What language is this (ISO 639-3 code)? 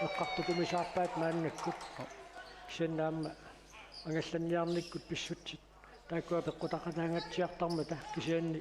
kal